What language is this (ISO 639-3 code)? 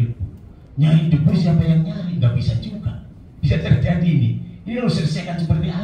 ind